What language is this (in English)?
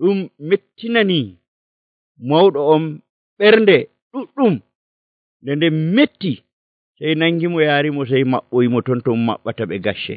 Nigerian Fulfulde